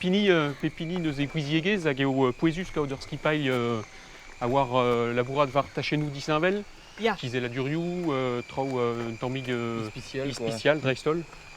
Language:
Breton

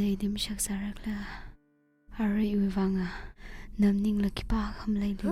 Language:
Tangkhul Naga (India)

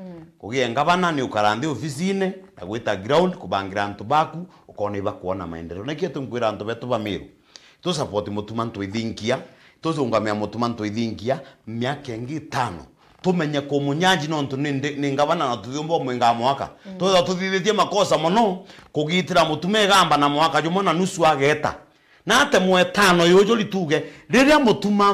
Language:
Meru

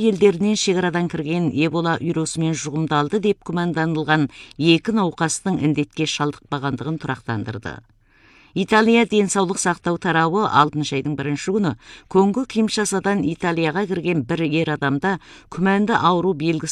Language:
Kazakh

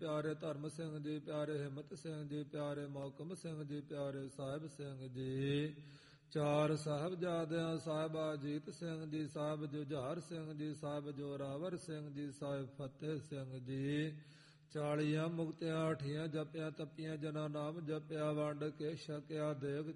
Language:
Punjabi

